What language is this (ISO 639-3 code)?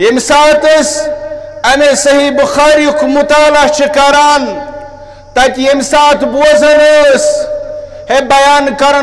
kas